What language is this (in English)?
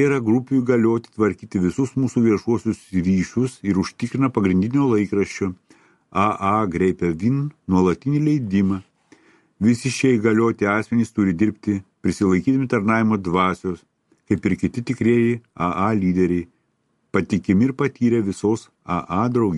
Lithuanian